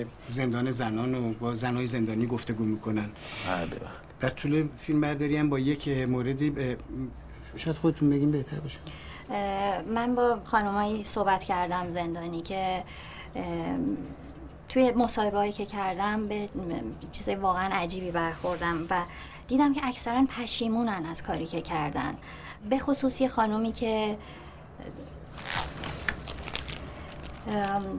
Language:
Persian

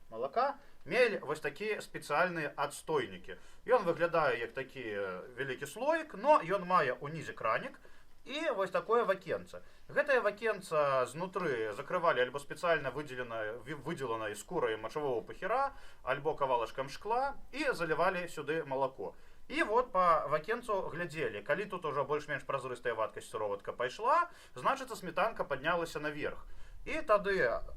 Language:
Belarusian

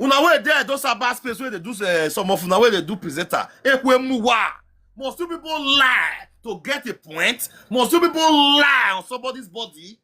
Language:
Nigerian Pidgin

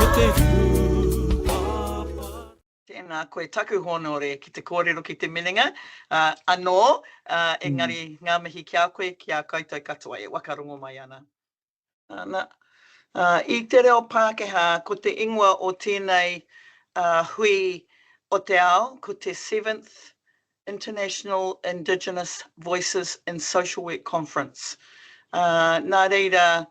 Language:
Māori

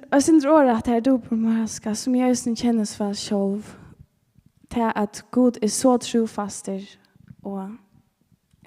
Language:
Faroese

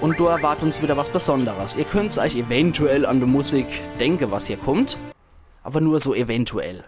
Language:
Palatine German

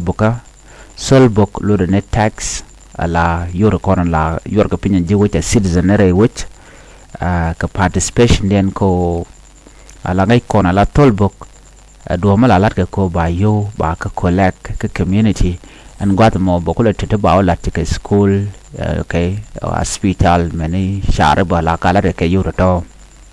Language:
Nuer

